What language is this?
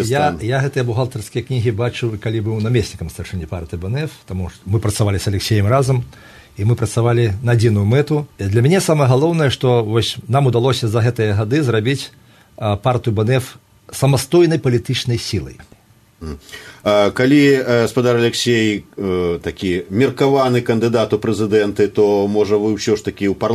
Belarusian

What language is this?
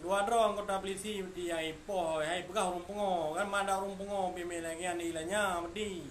Achinese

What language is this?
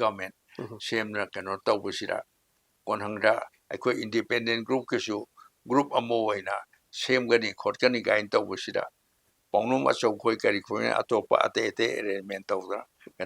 Manipuri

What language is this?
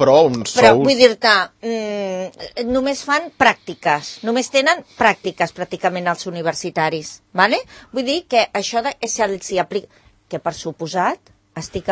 Catalan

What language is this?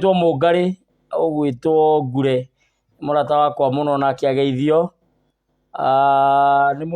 Kikuyu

